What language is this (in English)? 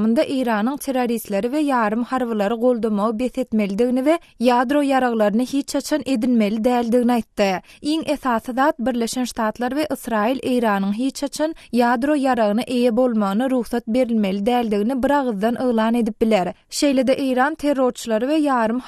Turkmen